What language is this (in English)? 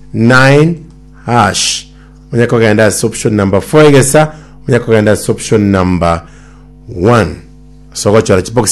Gusii